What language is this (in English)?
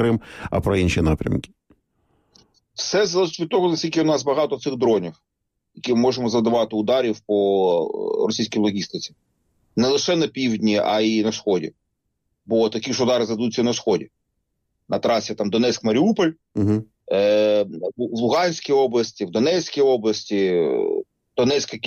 Ukrainian